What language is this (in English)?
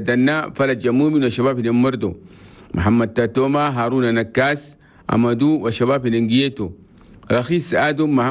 Chadian Arabic